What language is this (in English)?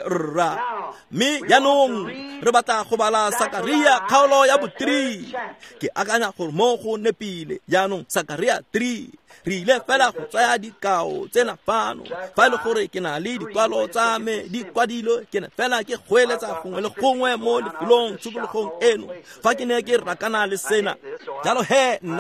Tswana